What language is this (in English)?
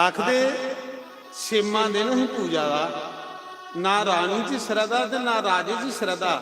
Dogri